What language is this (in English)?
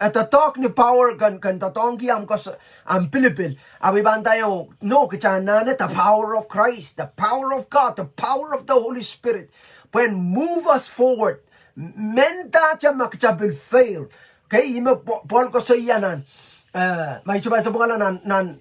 Pohnpeian